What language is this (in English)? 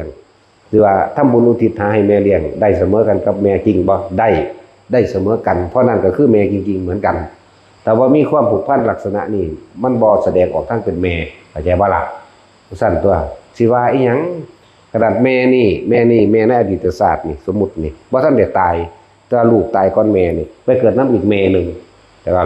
Northeastern Thai